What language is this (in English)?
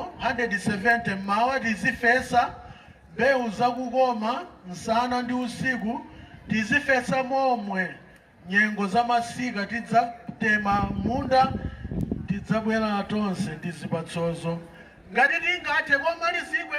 Nyanja